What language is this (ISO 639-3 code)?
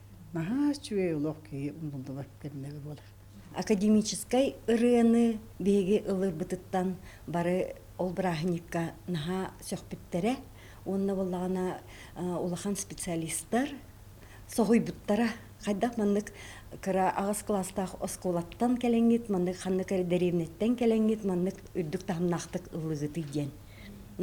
sah